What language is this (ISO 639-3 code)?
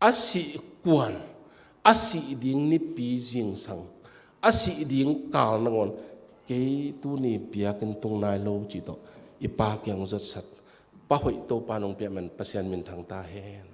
ctd